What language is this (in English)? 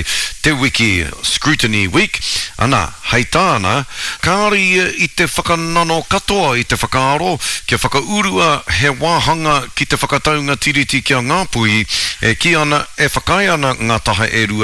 Māori